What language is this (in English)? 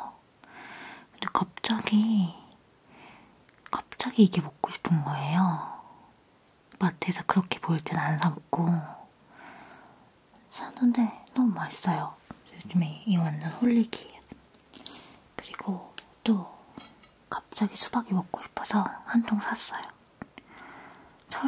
Korean